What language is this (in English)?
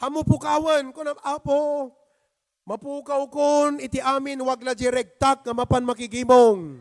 Iloko